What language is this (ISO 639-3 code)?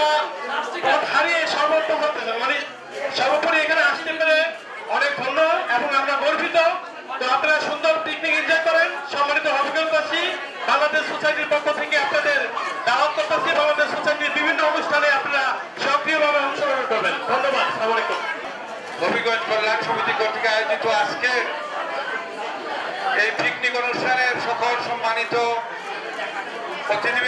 ben